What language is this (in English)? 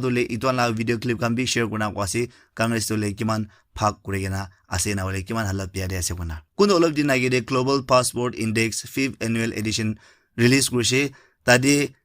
Naga Pidgin